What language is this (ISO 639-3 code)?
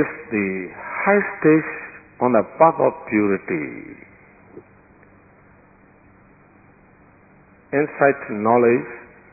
mya